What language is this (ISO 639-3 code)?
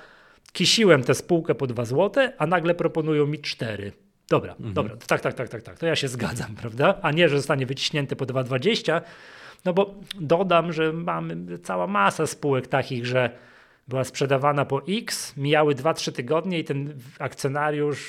pol